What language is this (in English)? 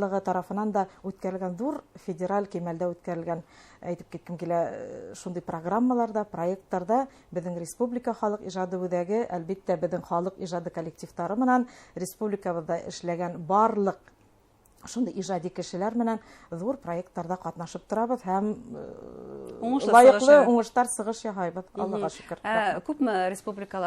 Bashkir